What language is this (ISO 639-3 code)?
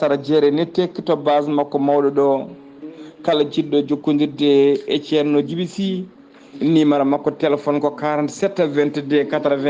ful